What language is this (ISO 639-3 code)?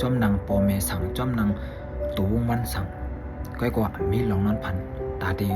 shn